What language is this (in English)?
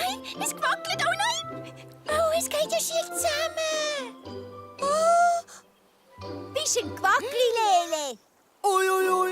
Swiss German